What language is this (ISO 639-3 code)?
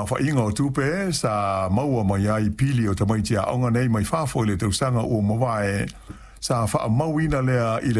smo